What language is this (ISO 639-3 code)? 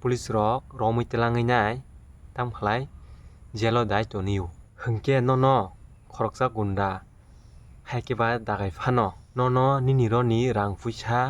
trp